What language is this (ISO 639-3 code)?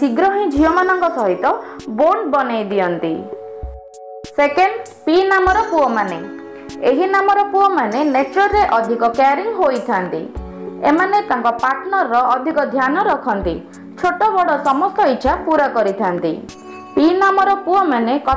ori